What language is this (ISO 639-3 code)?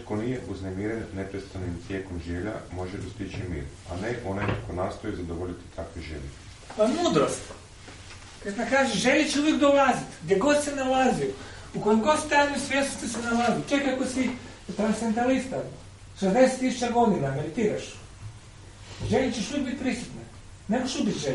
hrv